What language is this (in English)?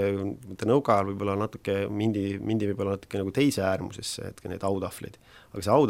Estonian